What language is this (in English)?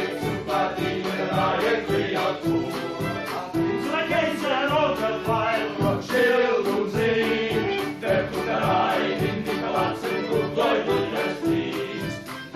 Yiddish